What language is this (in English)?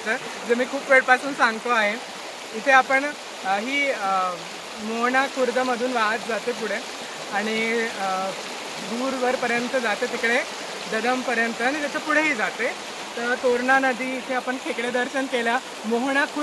Marathi